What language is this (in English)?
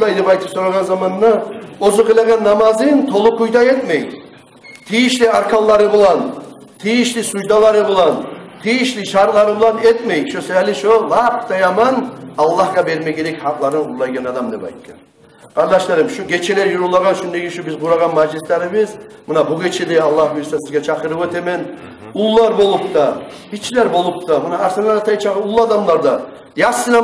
Kumyk